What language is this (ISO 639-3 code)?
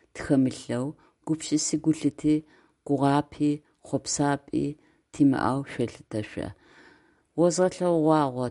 ady